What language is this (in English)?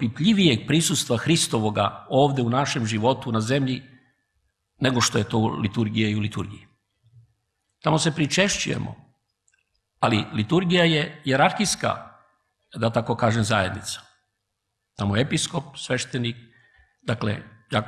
Serbian